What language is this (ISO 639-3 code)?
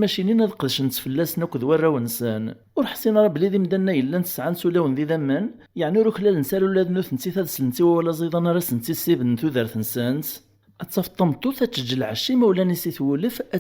kab